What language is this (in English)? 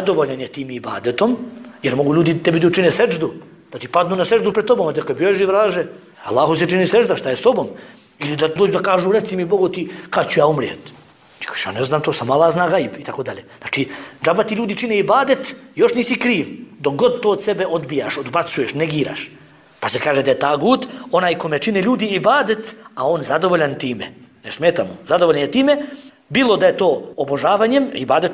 Serbian